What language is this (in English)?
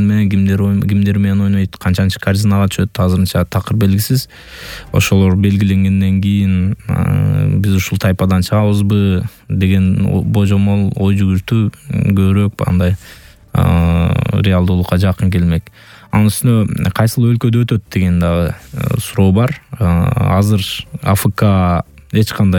Kyrgyz